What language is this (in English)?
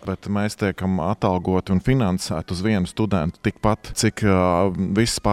Latvian